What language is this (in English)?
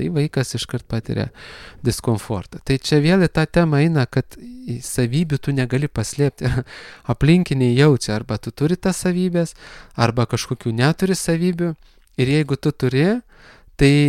Lithuanian